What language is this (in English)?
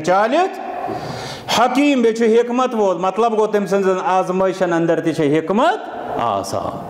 Kashmiri